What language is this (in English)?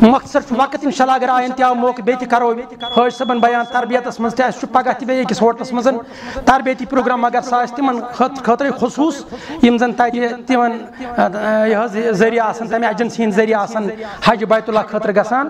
Kashmiri